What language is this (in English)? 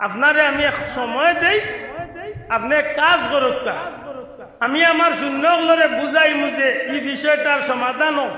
Sylheti